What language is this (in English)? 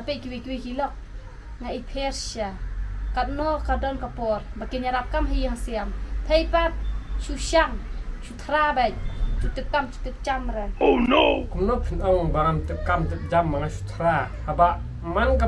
Khasi